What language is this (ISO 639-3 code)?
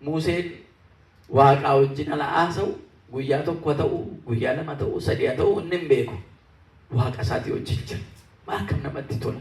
orm